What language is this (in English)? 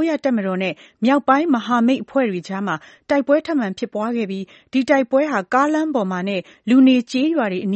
Burmese